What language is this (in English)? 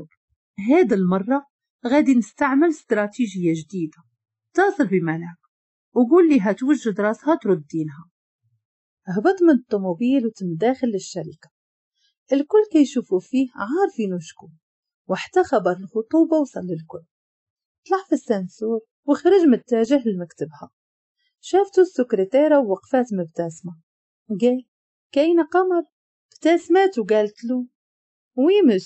Moroccan Arabic